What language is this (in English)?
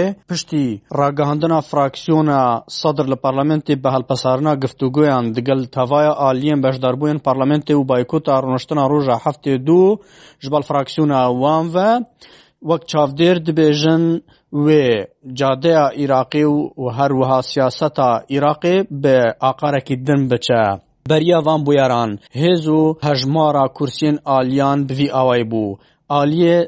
Kurdish